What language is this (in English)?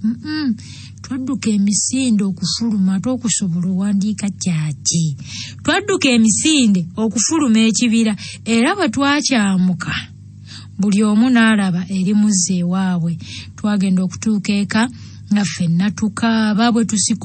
Ganda